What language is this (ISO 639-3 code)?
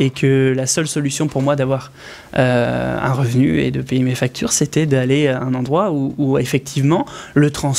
fra